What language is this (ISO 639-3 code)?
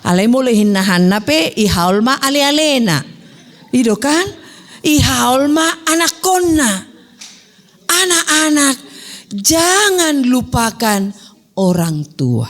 bbc